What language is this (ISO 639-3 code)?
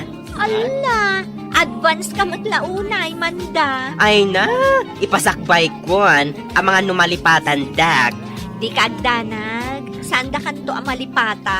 ilo